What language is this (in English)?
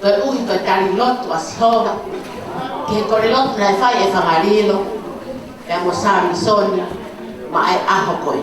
Tongan